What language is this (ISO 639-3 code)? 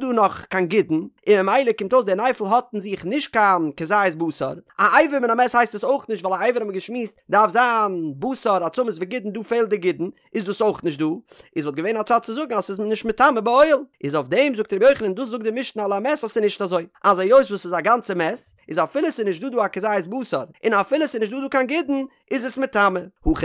yid